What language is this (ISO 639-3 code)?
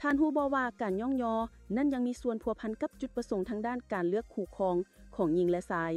lao